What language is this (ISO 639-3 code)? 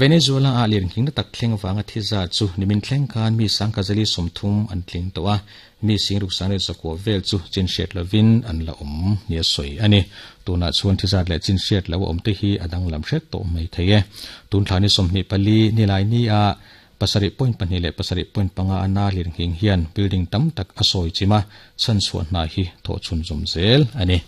lus